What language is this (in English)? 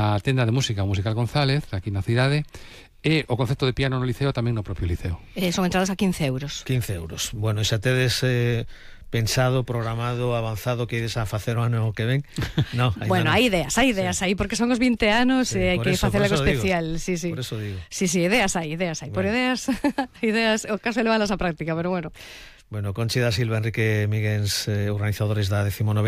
Galician